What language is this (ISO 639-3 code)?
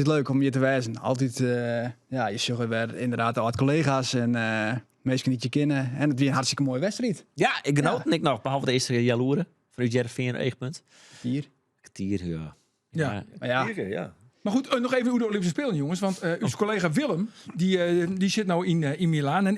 fry